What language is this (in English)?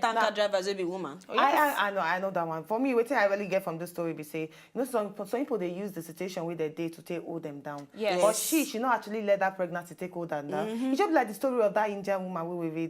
Nigerian Pidgin